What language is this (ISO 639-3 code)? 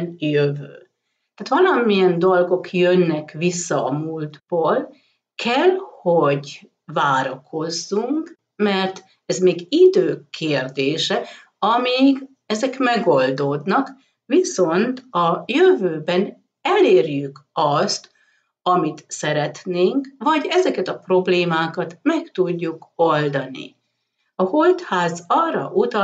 hun